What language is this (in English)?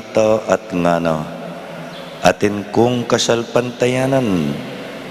Pampanga